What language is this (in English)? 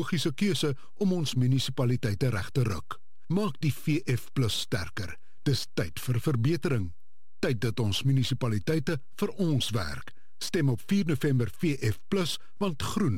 Afrikaans